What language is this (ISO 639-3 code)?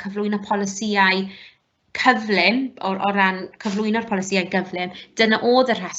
cym